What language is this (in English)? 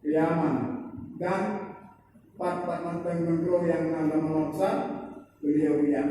Achinese